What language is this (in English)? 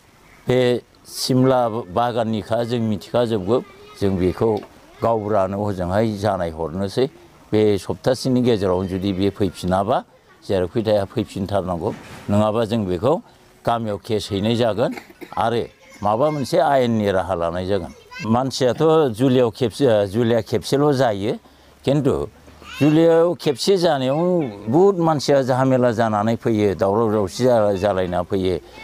Bodo